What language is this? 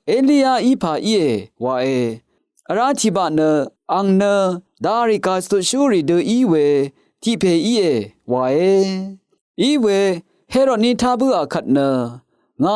Rawang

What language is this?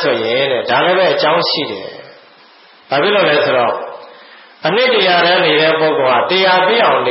Burmese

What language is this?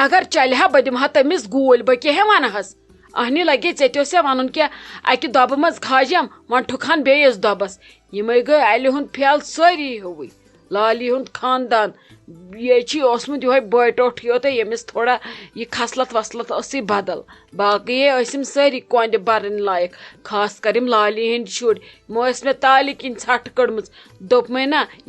Kashmiri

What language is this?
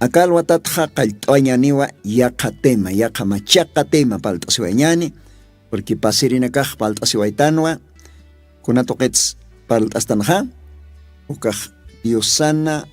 Aymara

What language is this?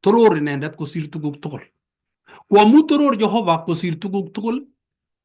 Kalenjin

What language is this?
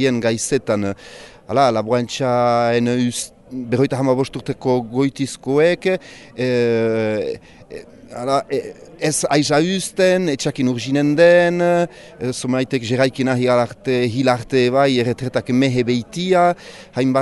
Basque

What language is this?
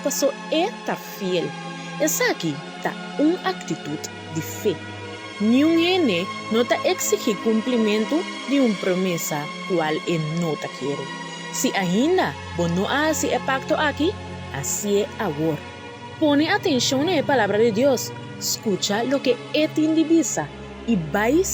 Papiamento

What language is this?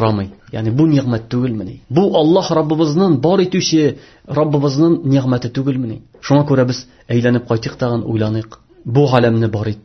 Tatar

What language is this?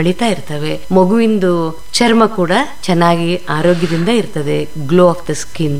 Kannada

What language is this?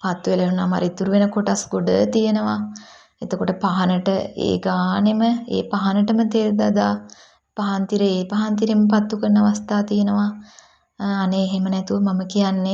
Sinhala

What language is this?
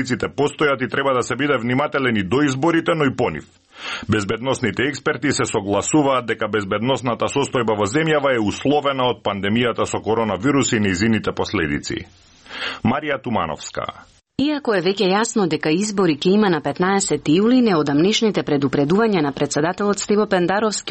Macedonian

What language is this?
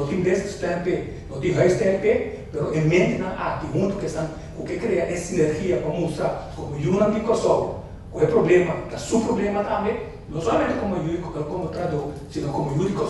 Papiamento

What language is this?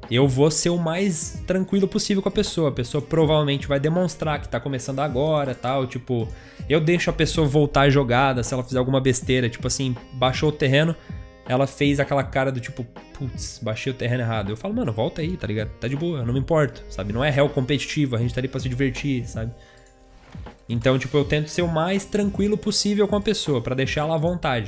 Portuguese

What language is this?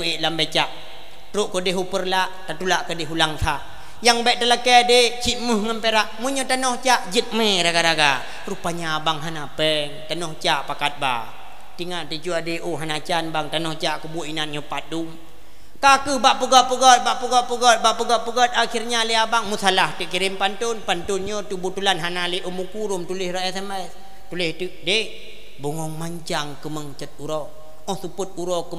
Achinese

